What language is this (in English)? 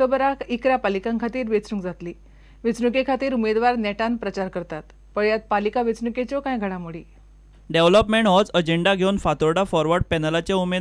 Konkani